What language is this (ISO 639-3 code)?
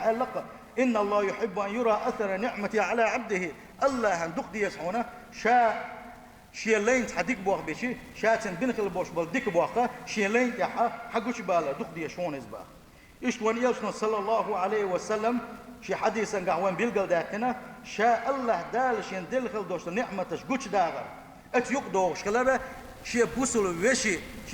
che